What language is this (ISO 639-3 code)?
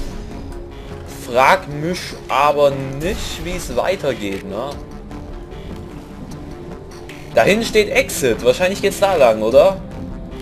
deu